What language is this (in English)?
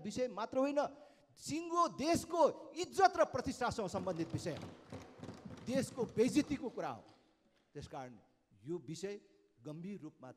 Nepali